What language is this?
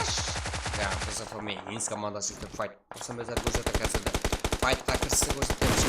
Kara-Kalpak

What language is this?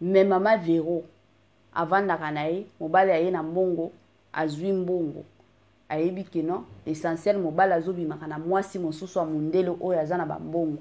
Lingala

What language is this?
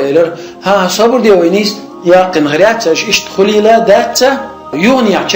Chechen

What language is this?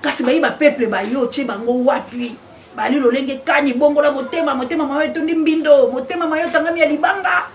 Lingala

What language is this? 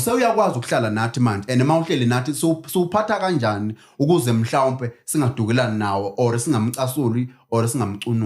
Zulu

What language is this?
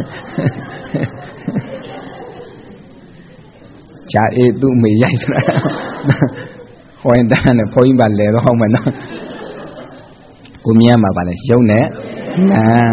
Burmese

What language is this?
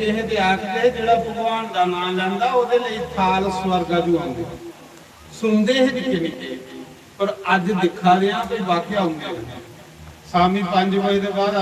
Dogri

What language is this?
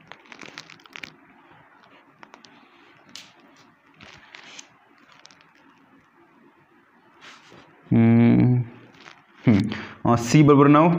Marathi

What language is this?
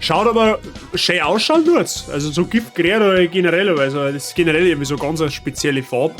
Bavarian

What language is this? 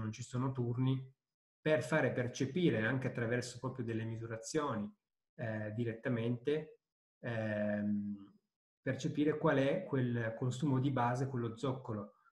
Italian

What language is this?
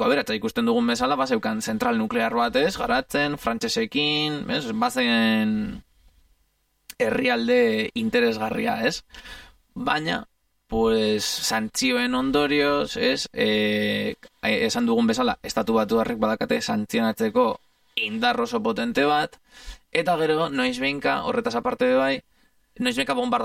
Basque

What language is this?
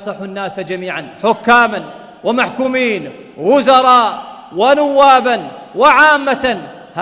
Arabic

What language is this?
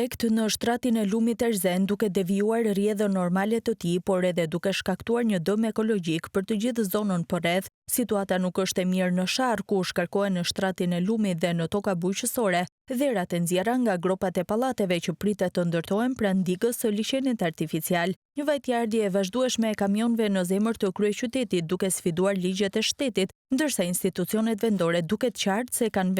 Albanian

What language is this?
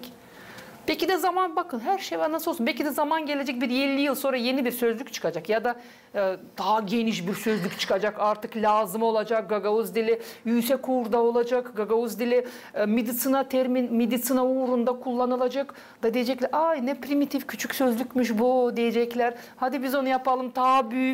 Gagauz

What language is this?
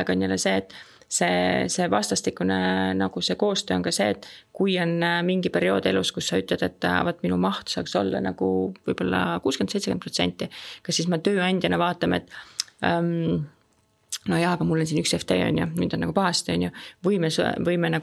Estonian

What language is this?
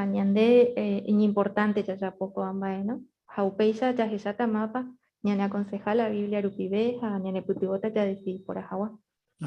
Guarani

